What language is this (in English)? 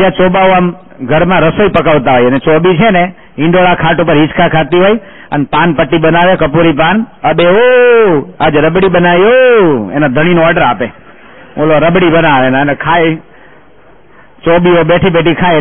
Gujarati